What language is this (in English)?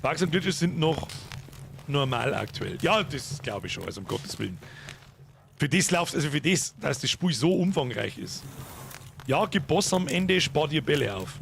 Bavarian